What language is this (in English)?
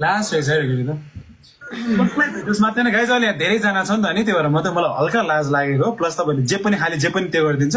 Nepali